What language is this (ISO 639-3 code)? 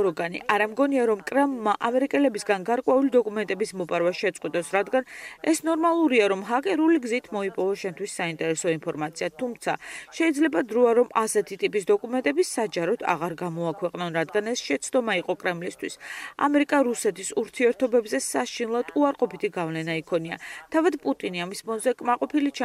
kat